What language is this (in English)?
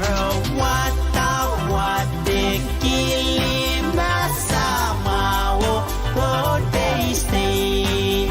Pohnpeian